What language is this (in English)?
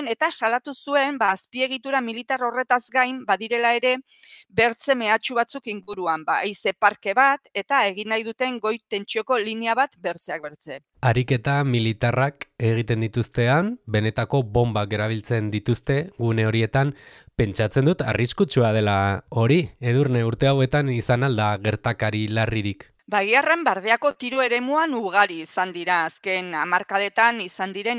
Basque